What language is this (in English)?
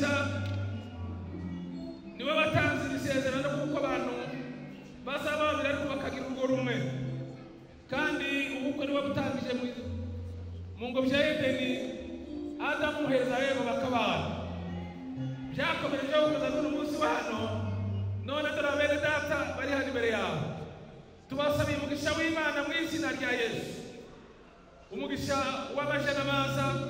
Kinyarwanda